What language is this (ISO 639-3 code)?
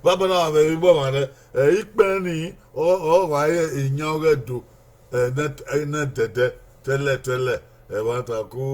bin